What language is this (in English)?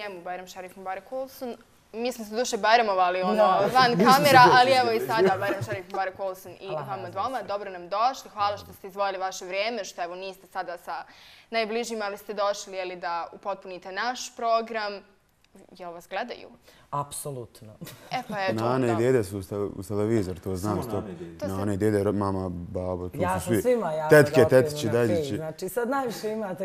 Bosnian